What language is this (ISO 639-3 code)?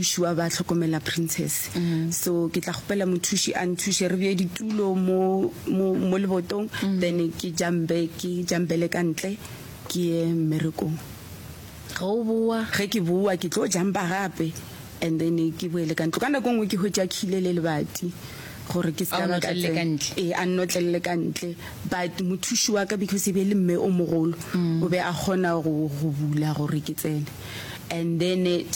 nso